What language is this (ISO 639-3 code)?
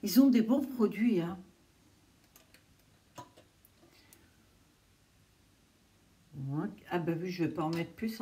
fra